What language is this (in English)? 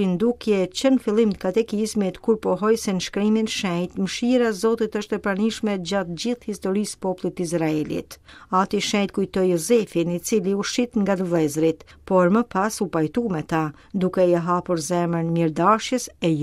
Albanian